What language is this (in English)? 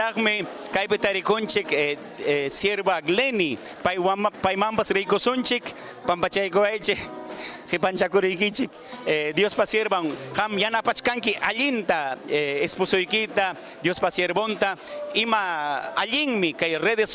Ayacucho Quechua